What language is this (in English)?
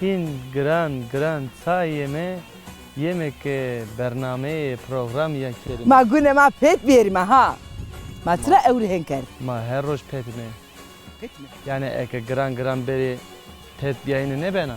Zaza